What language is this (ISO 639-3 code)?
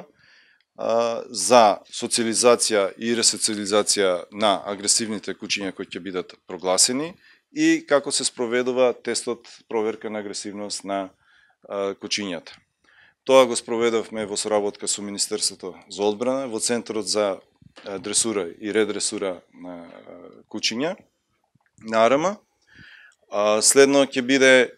mkd